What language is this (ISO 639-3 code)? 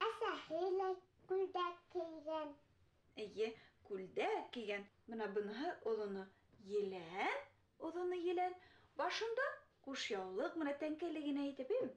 bak